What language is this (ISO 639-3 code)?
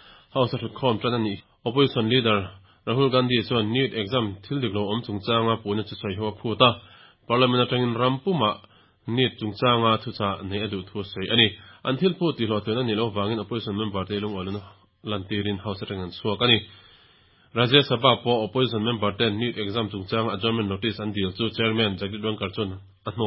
lus